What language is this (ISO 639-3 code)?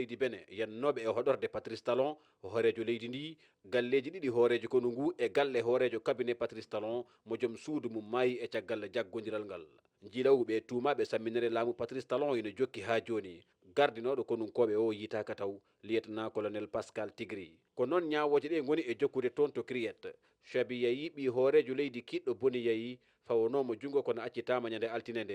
ful